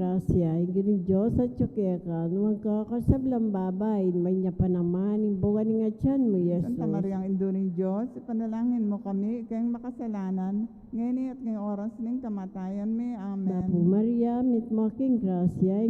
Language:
Pampanga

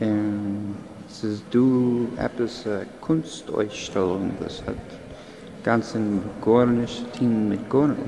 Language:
Yiddish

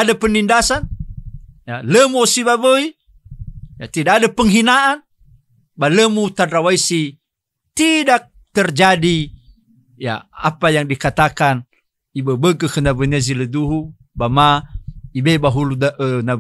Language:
Nias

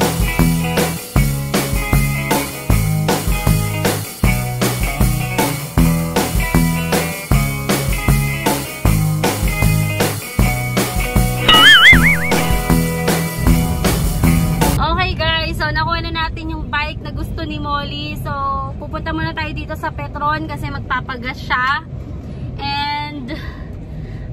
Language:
Filipino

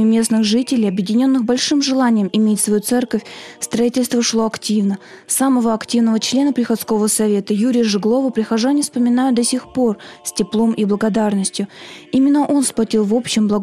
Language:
Russian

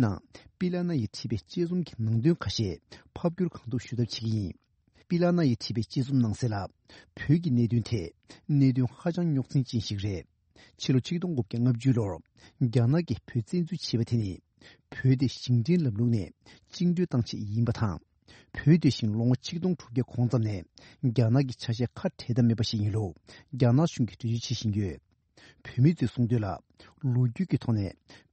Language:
Tibetan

